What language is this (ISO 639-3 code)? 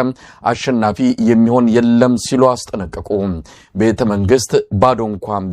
amh